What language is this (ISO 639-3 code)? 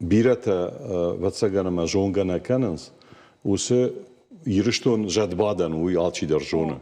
oss